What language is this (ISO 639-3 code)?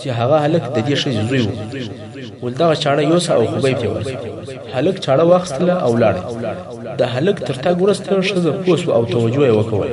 pus